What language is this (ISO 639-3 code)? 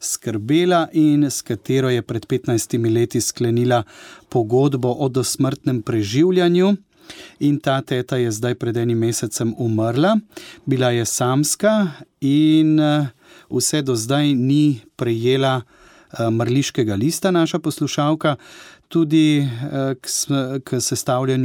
slv